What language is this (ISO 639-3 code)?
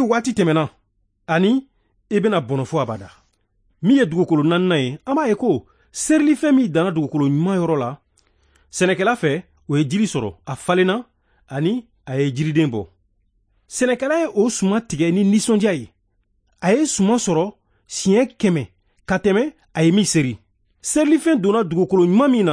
bam